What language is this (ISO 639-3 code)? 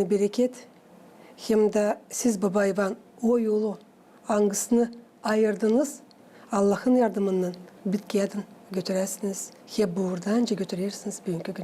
gag